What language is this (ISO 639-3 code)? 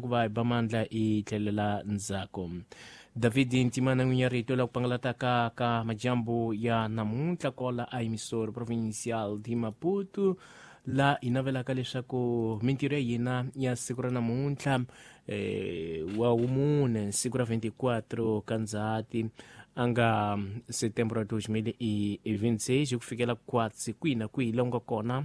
tso